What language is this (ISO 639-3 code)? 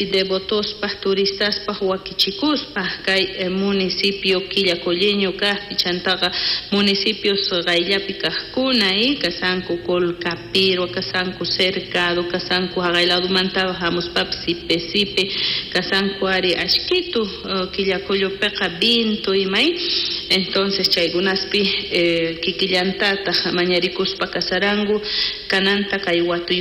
quh